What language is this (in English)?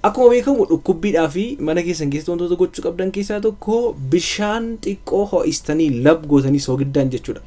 Oromo